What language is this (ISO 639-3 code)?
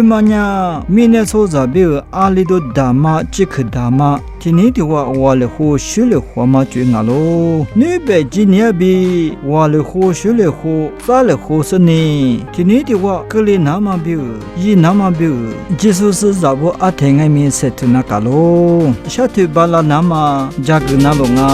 lis